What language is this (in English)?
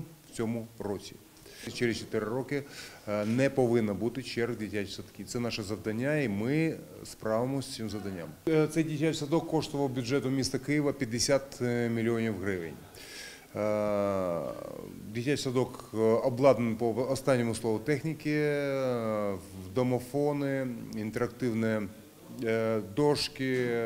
Ukrainian